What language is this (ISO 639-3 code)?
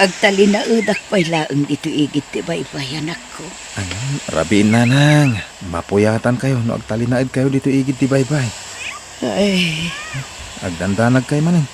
ilo